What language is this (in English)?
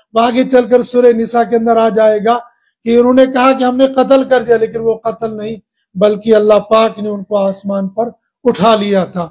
Urdu